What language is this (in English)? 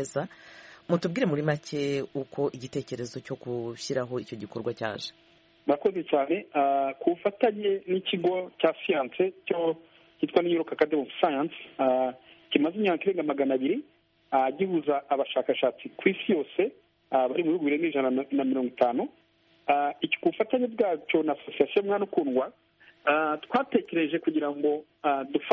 Kinyarwanda